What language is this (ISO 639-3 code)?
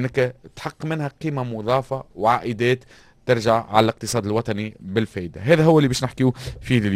aeb